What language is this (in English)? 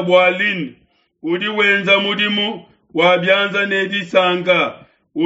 Luba-Lulua